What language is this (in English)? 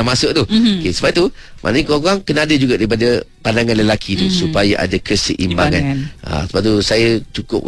Malay